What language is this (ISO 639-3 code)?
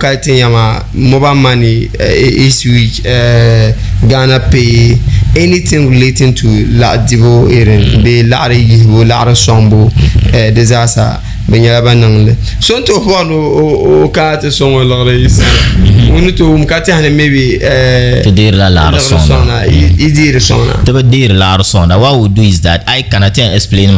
dag